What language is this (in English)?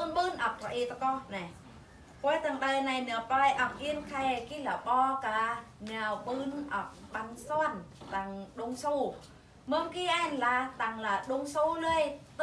Eastern Bru